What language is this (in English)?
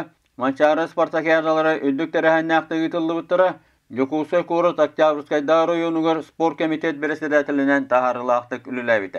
Yakut